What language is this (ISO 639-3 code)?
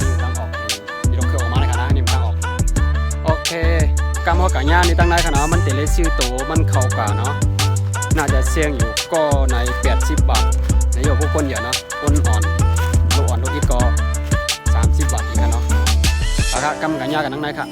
shn